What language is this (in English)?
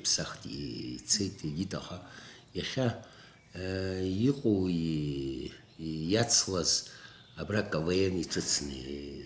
Abkhazian